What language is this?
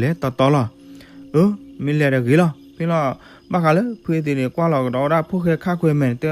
S'gaw Karen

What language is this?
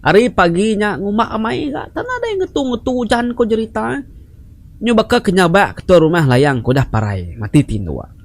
Iban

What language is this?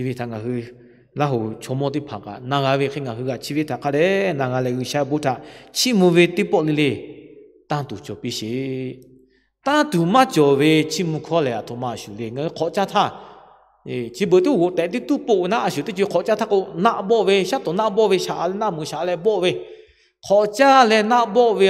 Lahu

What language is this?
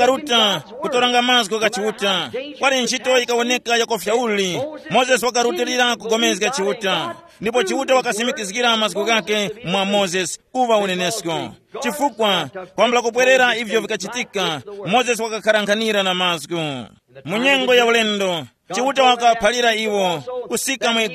Tumbuka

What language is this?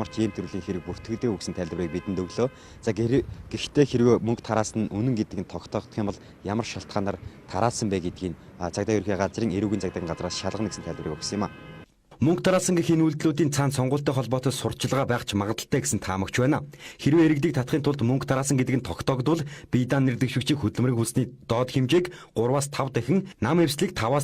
Mongolian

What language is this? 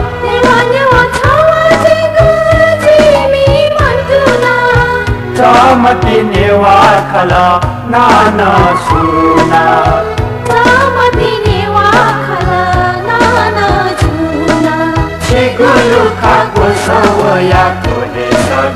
Newari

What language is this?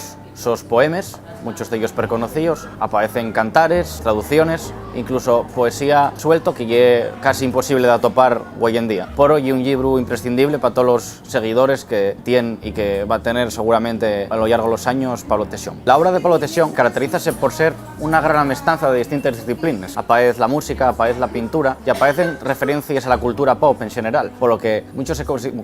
Asturian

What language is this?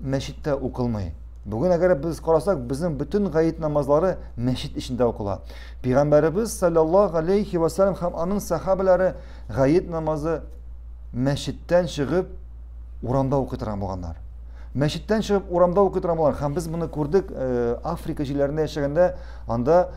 Tatar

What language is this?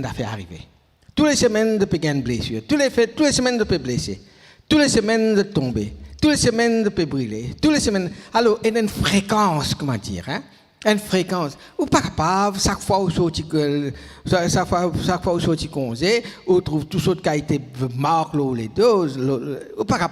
Morisyen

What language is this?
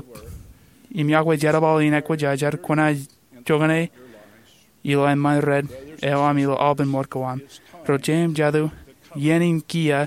Marshallese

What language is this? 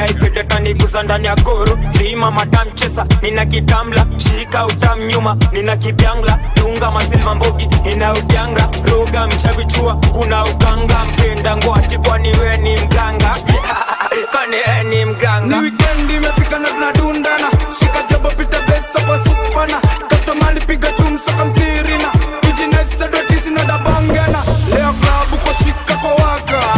Swahili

